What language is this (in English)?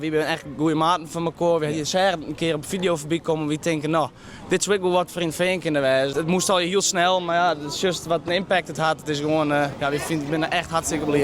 Western Frisian